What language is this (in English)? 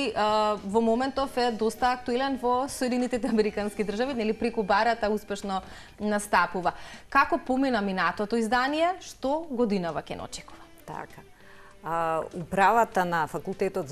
Macedonian